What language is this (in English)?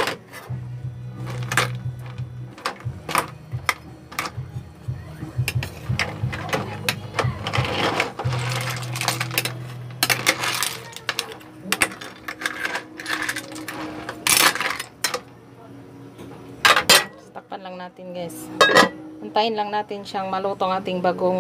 Filipino